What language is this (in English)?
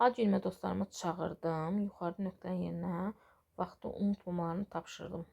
Azerbaijani